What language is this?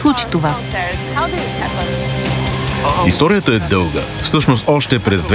Bulgarian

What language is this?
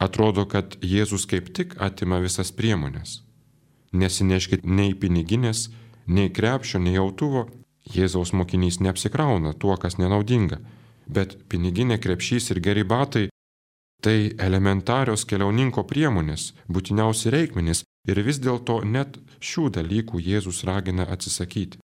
Lithuanian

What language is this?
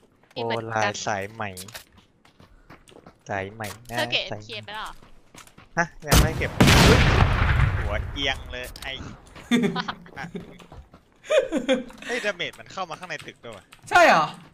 Thai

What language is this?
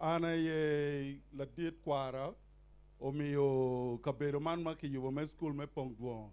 Acoli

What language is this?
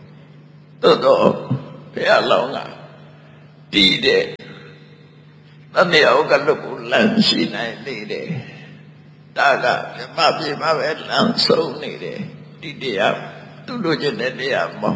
Burmese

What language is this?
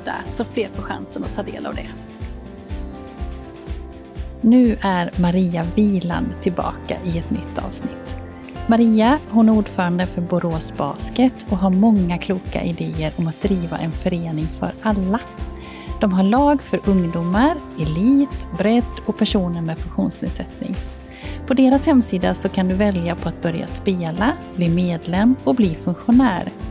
Swedish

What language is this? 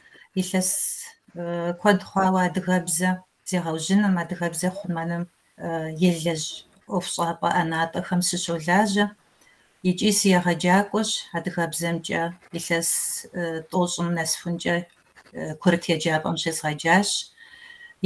Kabardian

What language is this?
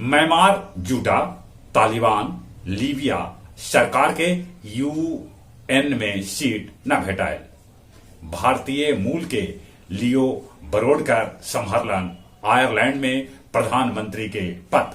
Magahi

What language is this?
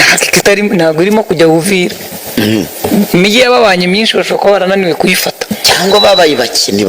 Kinyarwanda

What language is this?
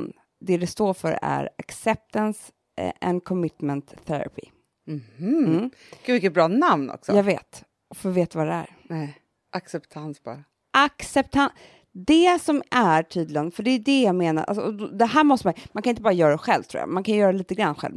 Swedish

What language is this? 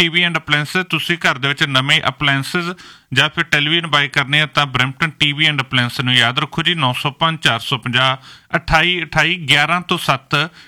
Punjabi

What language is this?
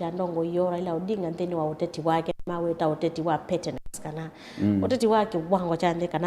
Kamba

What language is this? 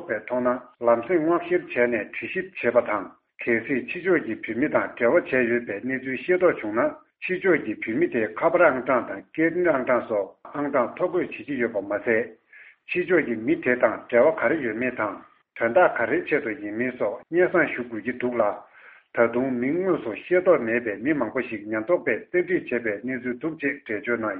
Tibetan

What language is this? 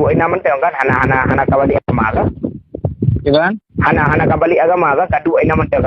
Achinese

